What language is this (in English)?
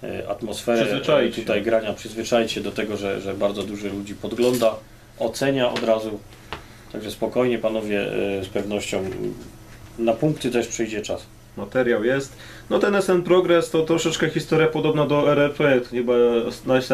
Polish